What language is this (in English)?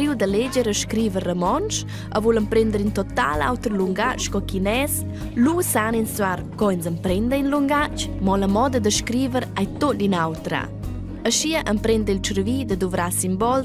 Romansh